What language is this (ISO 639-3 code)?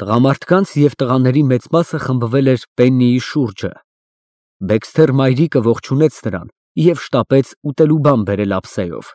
hye